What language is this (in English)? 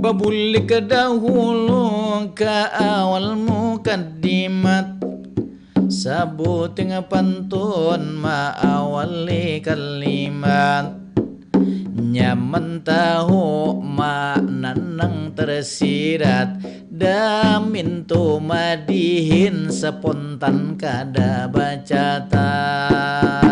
Banjar